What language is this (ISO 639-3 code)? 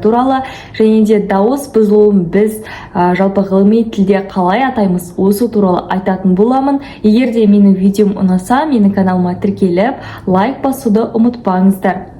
kaz